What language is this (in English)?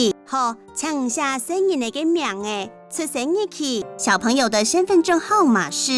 Hakka Chinese